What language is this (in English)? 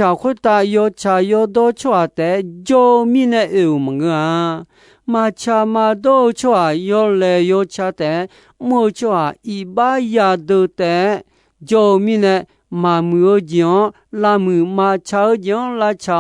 Akha